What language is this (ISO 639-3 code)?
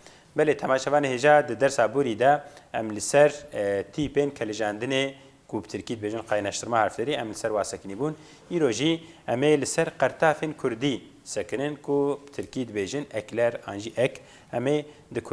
kur